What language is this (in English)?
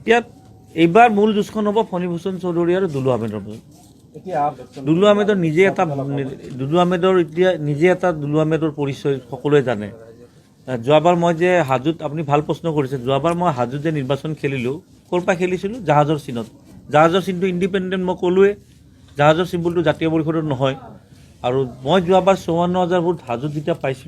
Assamese